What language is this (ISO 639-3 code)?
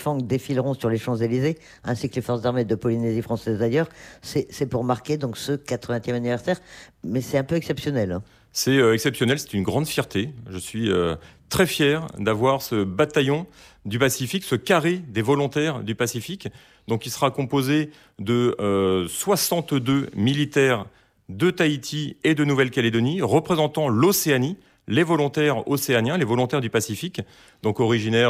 fra